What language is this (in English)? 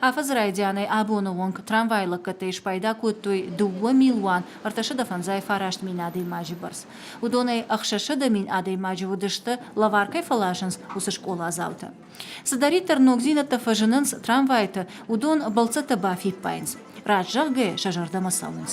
Ossetic